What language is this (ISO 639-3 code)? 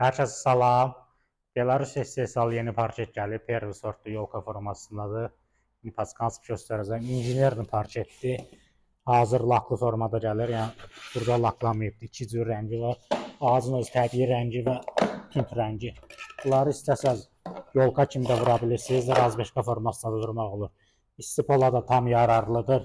aze